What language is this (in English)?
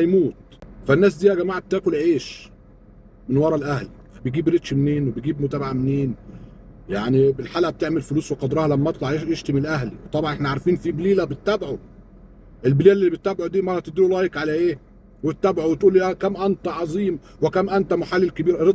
Egyptian Arabic